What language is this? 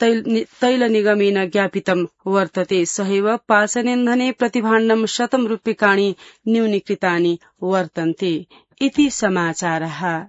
Sanskrit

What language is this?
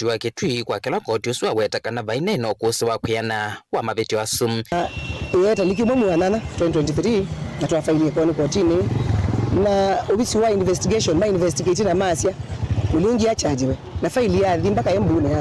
Kamba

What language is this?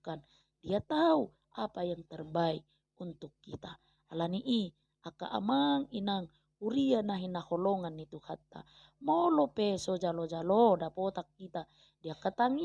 Batak Toba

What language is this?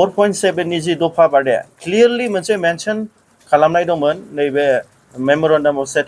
Bodo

